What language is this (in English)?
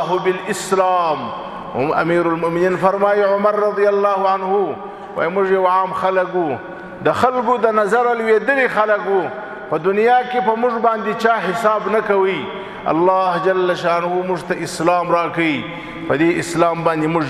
Pashto